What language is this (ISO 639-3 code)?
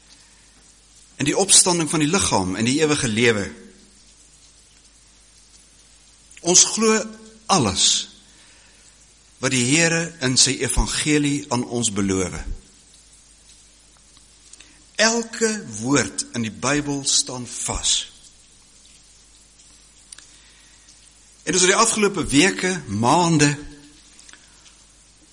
afr